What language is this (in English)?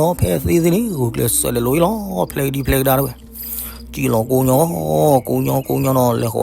S'gaw Karen